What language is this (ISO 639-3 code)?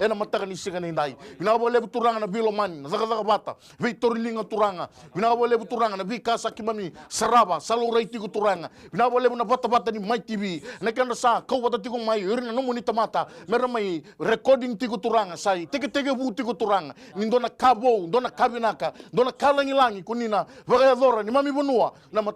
fij